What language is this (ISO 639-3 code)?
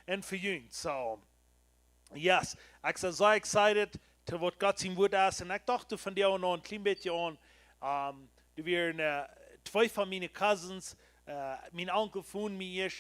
pdt